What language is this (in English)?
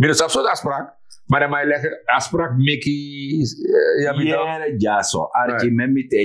Sranan Tongo